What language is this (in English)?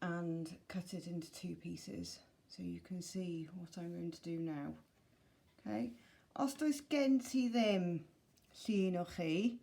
Welsh